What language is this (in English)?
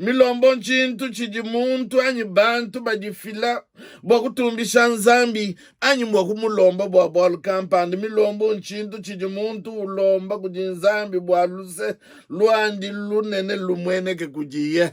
Luba-Lulua